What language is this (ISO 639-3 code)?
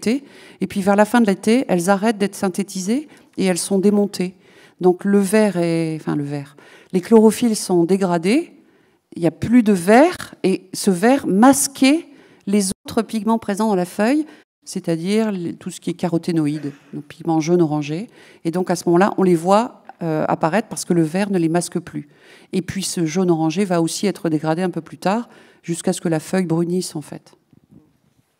fra